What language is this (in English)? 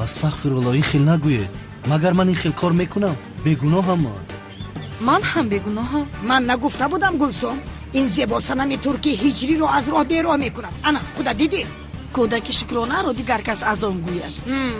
Tajik